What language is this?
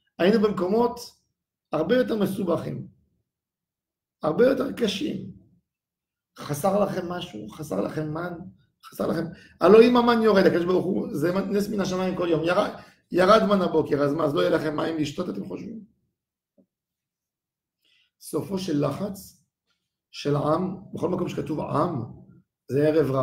Hebrew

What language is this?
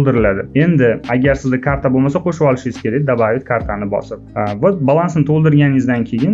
Uzbek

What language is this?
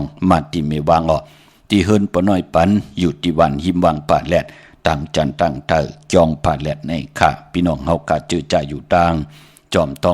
Shan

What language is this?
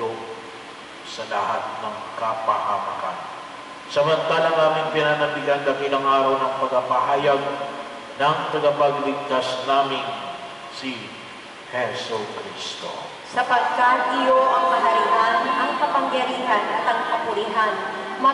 Filipino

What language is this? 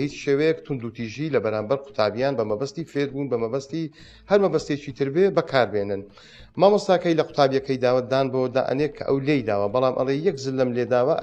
Central Kurdish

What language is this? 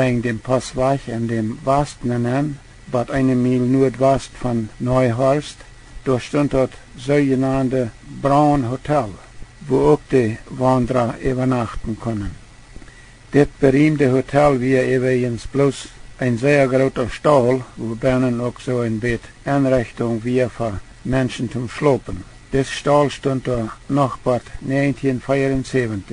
Plautdietsch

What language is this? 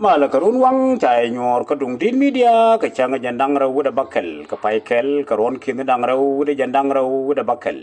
Nuer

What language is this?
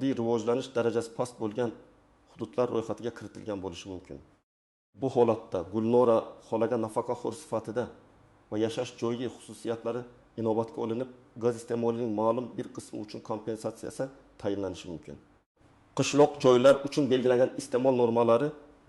Uzbek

